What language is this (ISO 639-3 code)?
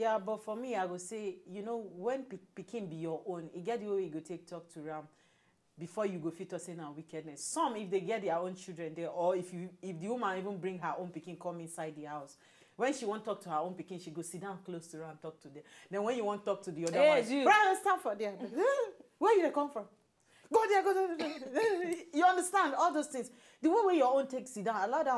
pcm